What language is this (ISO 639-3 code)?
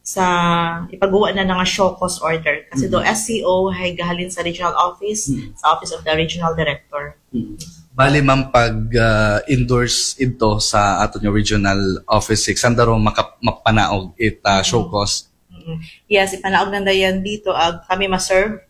akl